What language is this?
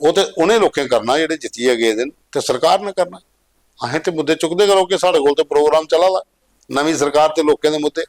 Dogri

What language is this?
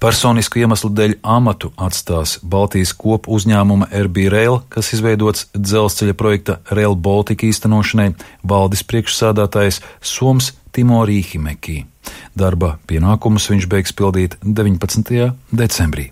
Latvian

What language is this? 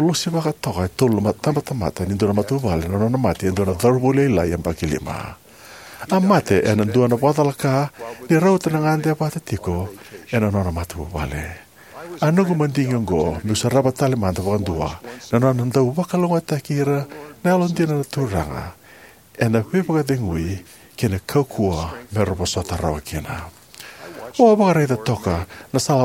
Fijian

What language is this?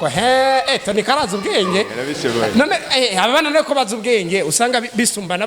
Rundi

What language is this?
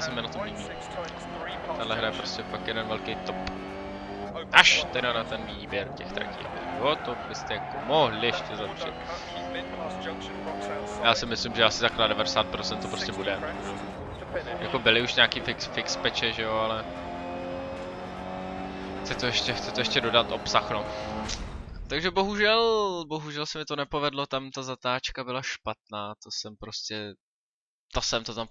Czech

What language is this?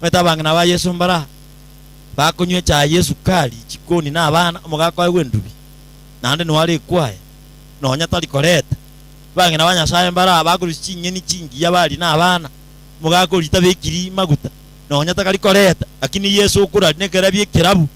Gusii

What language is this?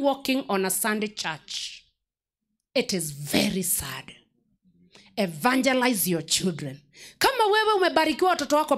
Swahili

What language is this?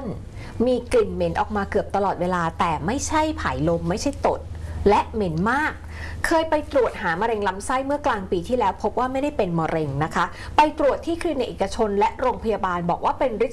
Thai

